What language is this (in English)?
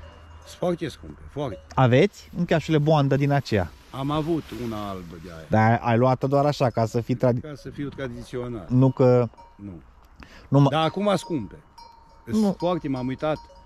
Romanian